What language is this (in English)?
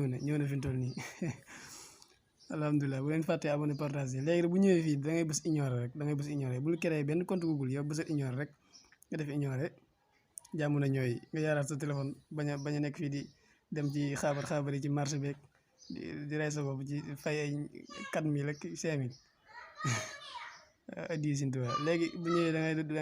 Wolof